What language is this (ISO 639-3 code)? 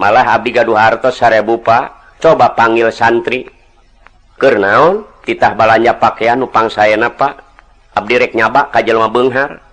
sun